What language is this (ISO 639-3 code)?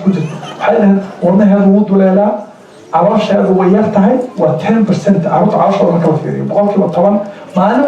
som